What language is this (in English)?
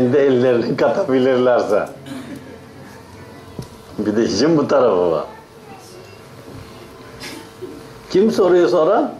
Turkish